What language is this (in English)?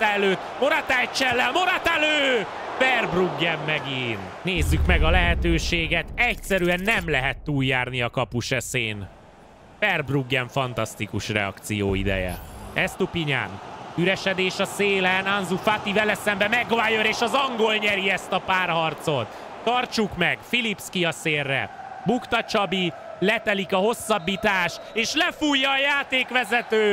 Hungarian